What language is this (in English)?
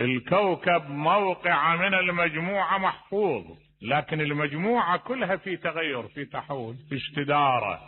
Mesopotamian Arabic